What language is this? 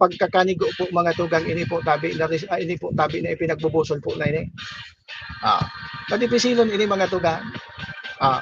Bikol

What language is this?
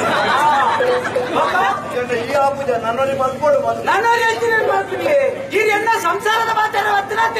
Tulu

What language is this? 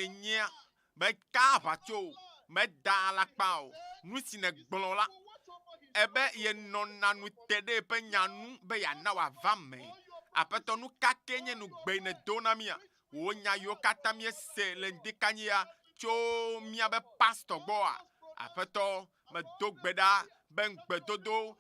Ewe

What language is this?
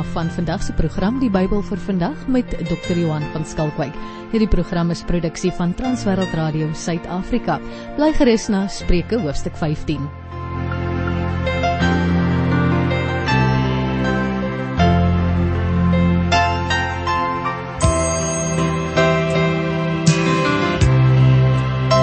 Afrikaans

